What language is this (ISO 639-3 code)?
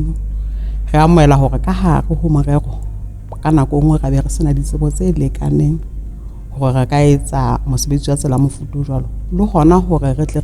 sot